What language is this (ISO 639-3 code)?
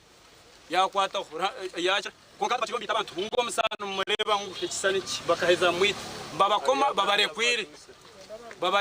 nyn